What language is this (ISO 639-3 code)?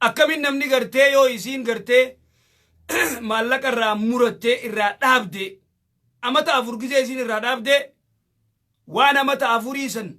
orm